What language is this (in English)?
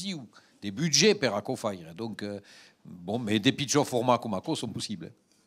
Occitan